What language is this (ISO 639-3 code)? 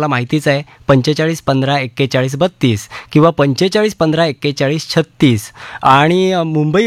mar